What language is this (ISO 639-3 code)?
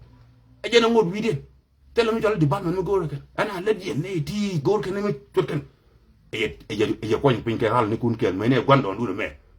nus